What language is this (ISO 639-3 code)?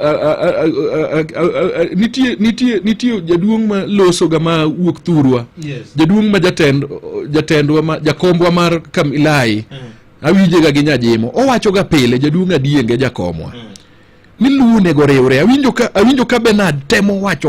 luo